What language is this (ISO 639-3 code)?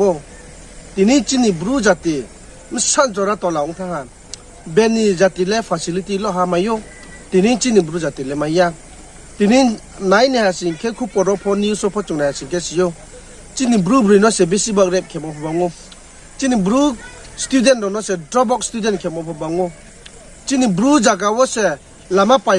ria